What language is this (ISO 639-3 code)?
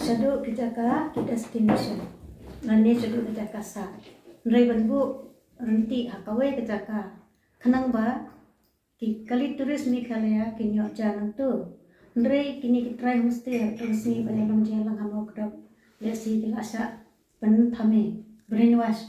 kha